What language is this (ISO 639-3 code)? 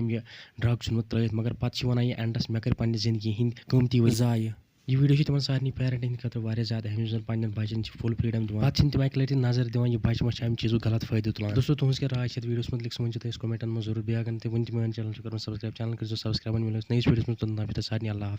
kas